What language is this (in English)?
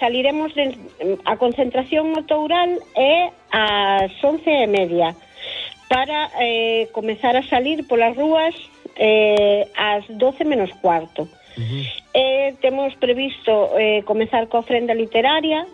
Galician